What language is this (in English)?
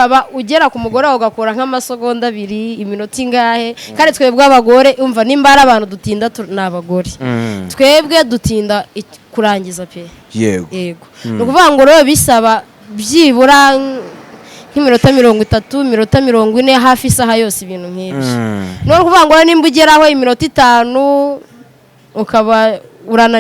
Kinyarwanda